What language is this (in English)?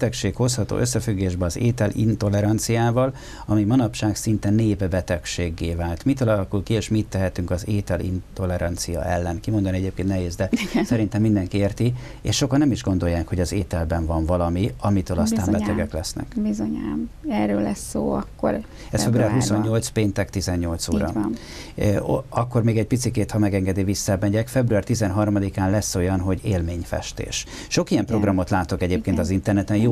Hungarian